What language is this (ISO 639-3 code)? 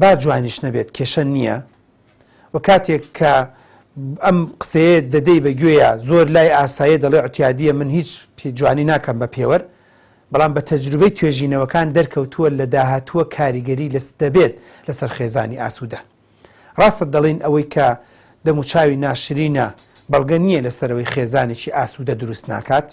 ckb